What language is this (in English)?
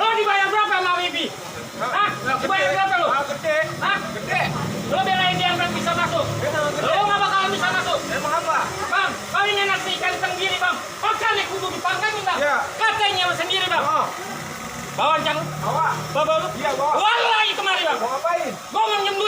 Betawi